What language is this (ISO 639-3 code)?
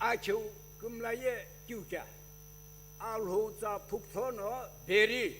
nsm